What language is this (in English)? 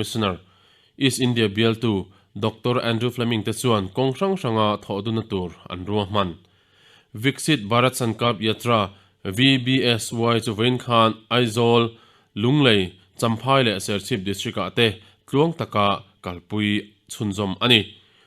Mizo